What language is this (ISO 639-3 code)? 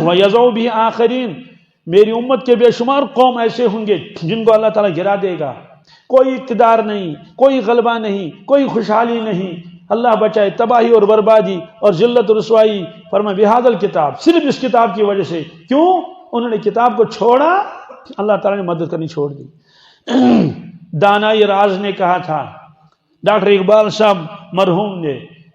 kas